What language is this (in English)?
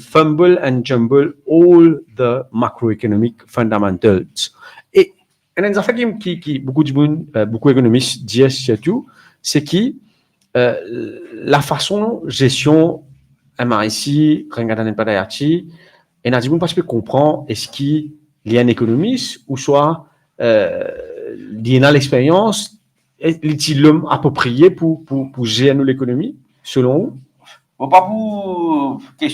Morisyen